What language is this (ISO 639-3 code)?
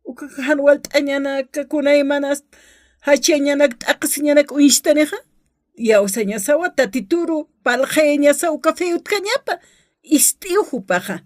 aym